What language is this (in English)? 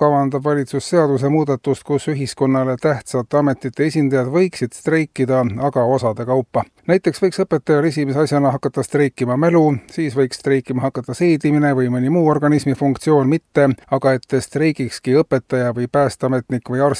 Estonian